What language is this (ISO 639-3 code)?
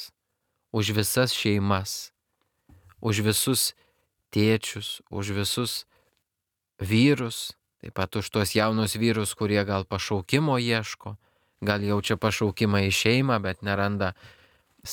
lit